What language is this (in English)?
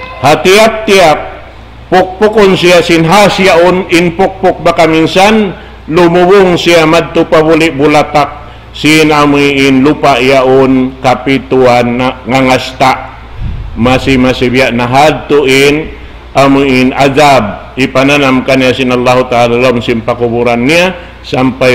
Tausug